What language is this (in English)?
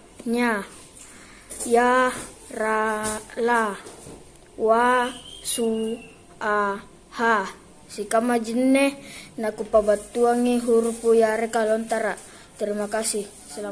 Makasar